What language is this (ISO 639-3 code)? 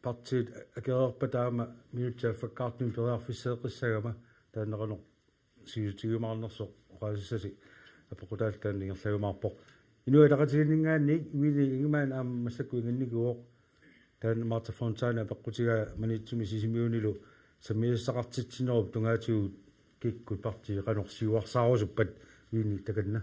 kal